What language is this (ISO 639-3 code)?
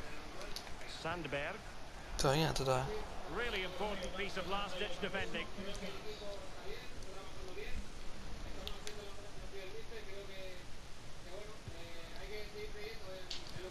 dan